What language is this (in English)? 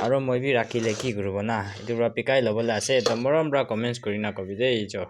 Naga Pidgin